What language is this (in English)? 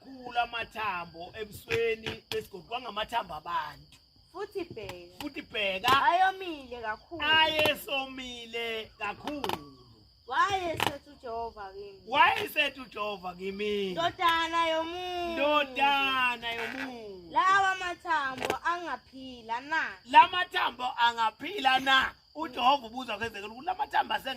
Zulu